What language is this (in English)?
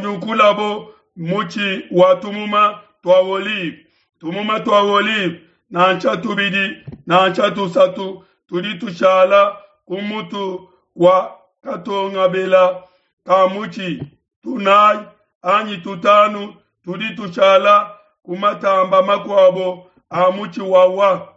Luba-Lulua